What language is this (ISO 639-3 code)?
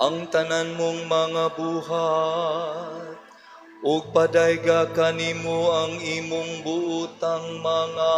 ceb